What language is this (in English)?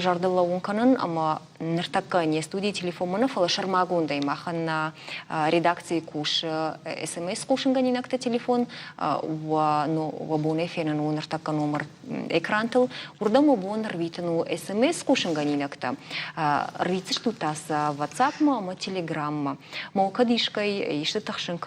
Ossetic